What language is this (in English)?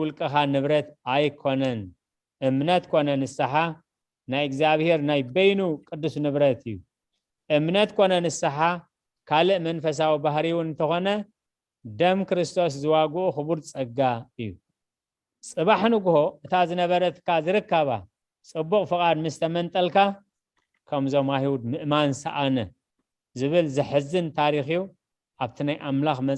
Tigrinya